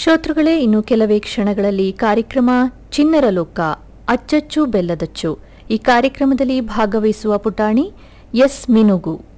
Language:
Kannada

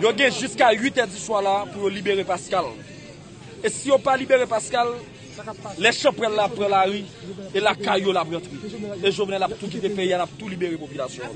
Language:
Haitian Creole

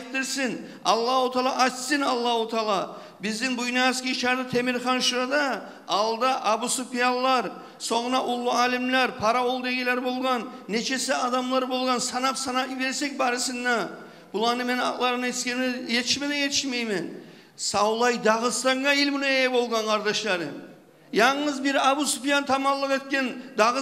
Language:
Kumyk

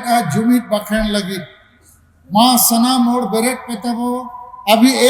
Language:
Santali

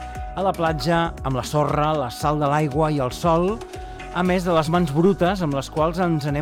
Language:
Catalan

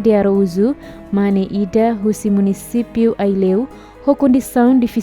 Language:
Tetum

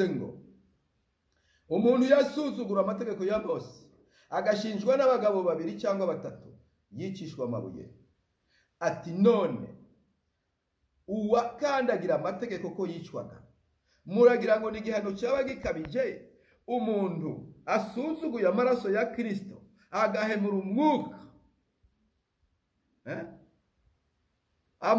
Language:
Kinyarwanda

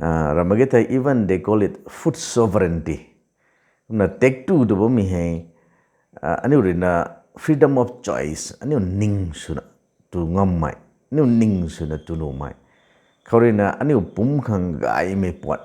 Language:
Rongmei Naga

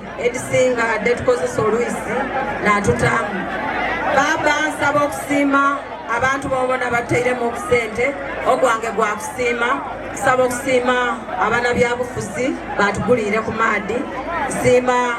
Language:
Soga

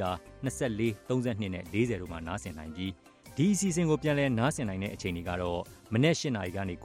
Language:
Burmese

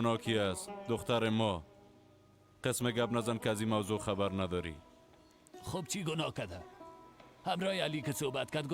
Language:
Persian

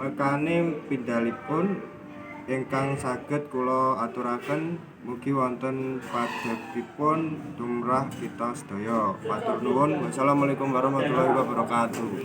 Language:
Javanese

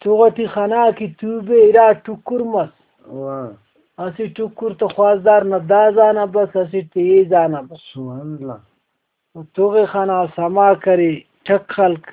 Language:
Brahui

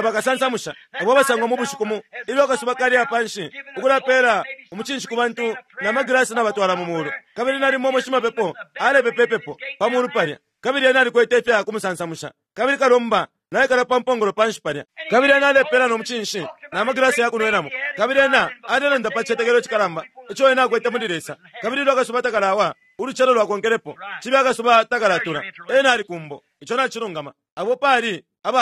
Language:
Bemba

